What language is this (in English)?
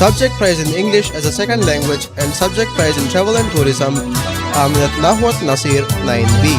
Divehi